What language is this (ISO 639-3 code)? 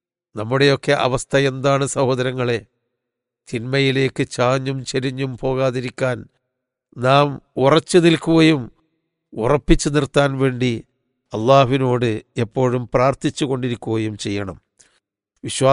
mal